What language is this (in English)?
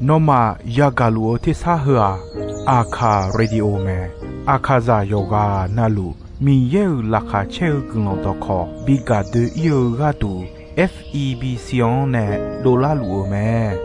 Akha